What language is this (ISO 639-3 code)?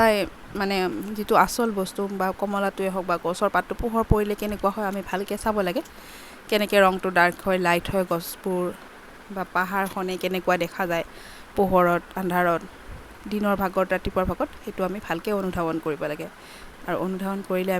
asm